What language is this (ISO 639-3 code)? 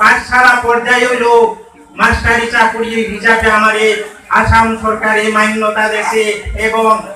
bpy